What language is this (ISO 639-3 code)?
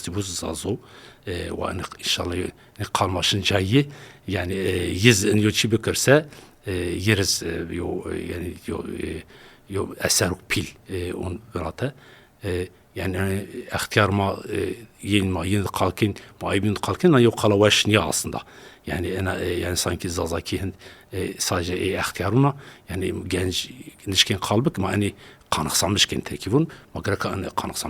zza